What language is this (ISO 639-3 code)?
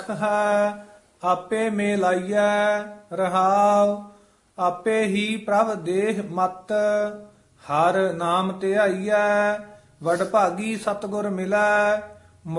pan